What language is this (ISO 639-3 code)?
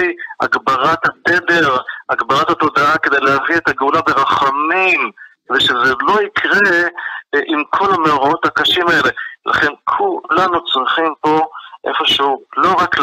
heb